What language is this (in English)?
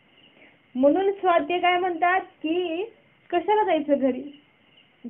Marathi